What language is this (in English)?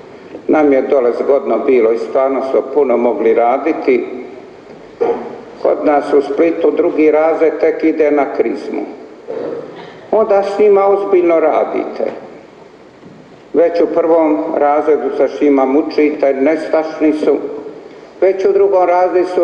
Croatian